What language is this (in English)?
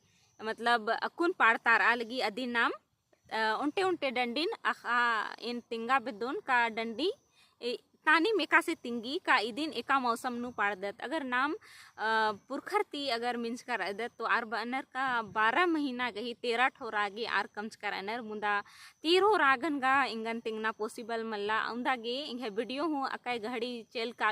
Kurukh